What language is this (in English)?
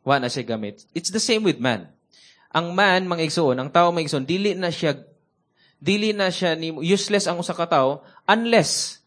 Cebuano